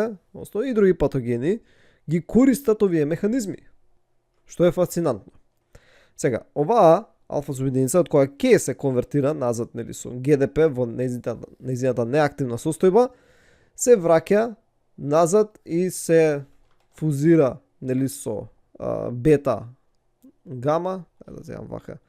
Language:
Macedonian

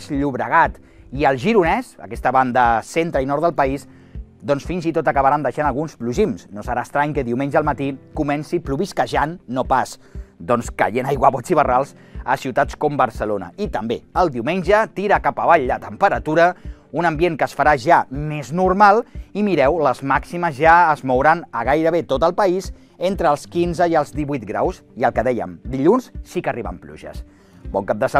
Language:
Catalan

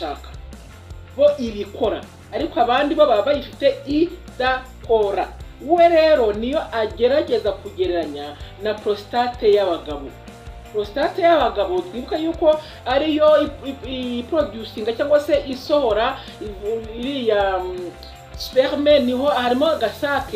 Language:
Kinyarwanda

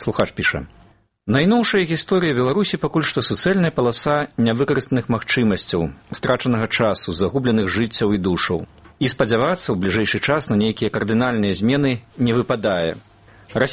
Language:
Belarusian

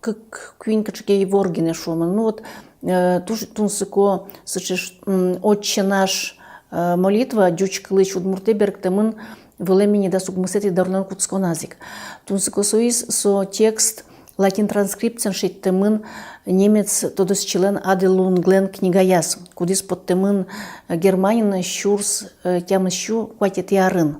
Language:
Udmurt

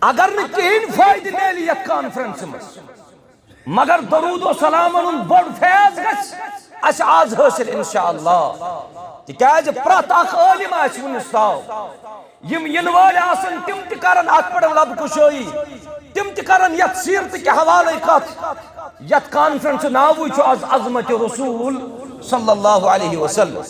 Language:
Kashmiri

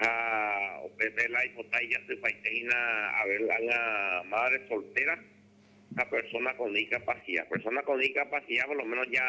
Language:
Guarani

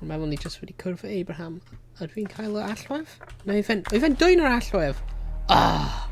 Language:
Welsh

